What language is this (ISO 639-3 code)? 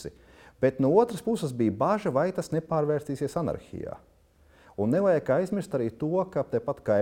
lav